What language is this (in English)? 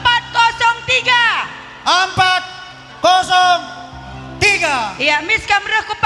Batak Karo